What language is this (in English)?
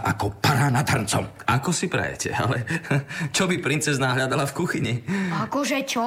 Slovak